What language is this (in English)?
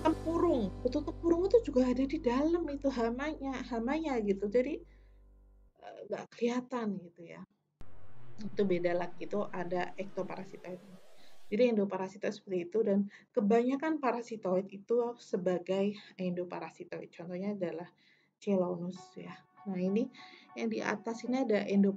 Indonesian